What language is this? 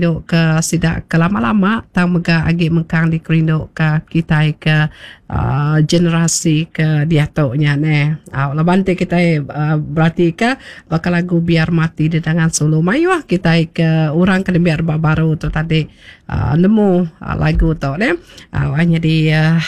Iban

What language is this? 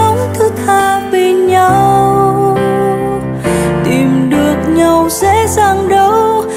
Vietnamese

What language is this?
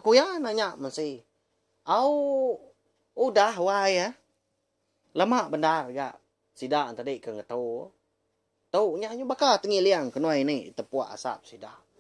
Iban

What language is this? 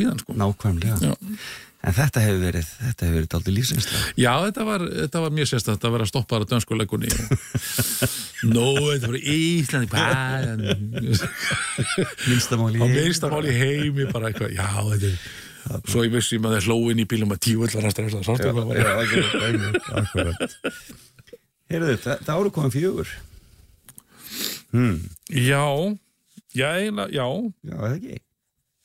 Icelandic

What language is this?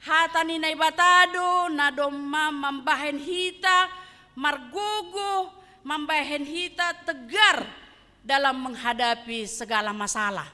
Batak Simalungun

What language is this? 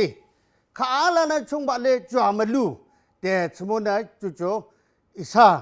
Yimchungru Naga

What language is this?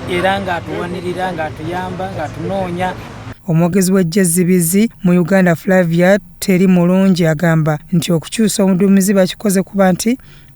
Ganda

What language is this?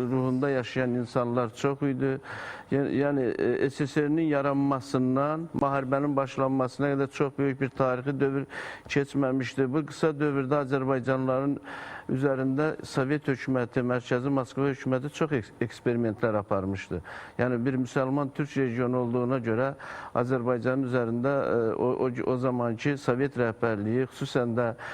Azerbaijani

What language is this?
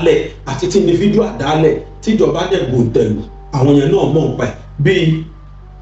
Yoruba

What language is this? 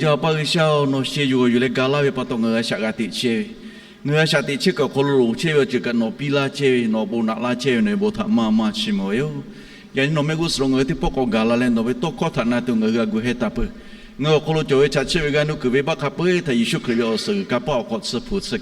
Lahu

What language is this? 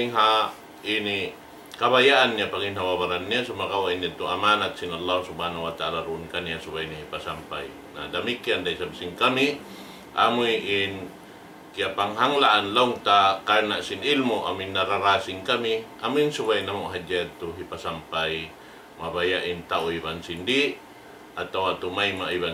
Tausug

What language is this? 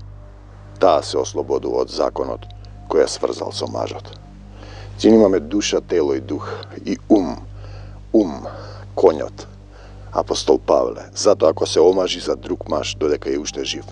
Macedonian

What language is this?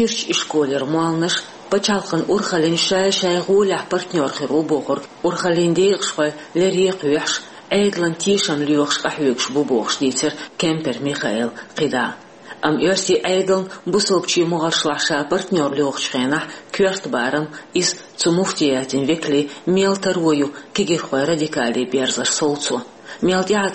Chechen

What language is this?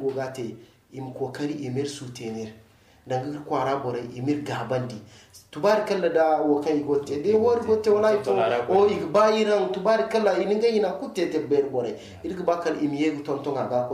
Zarma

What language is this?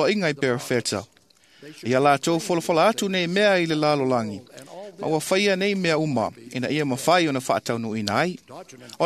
Samoan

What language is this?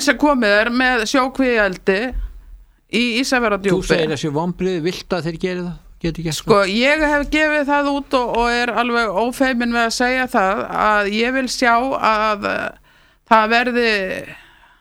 Icelandic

